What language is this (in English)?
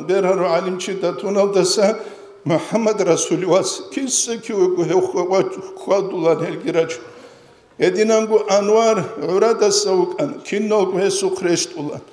Avaric